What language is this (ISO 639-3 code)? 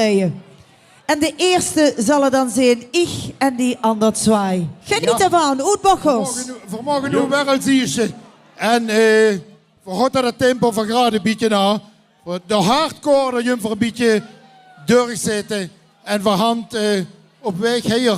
lim